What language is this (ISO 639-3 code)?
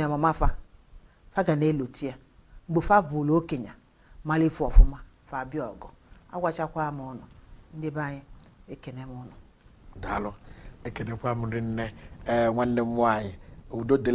ibo